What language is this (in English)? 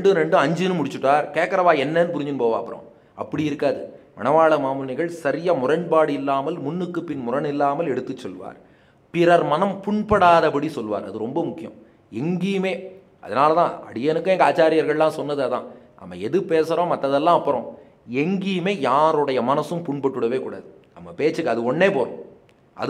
Tamil